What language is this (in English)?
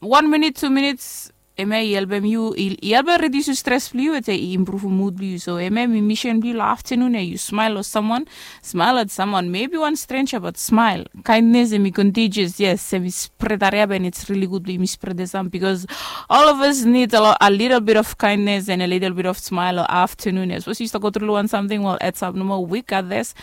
Bislama